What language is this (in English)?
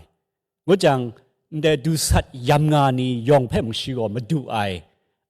Kachin